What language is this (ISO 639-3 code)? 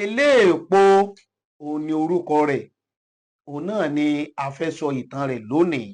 yor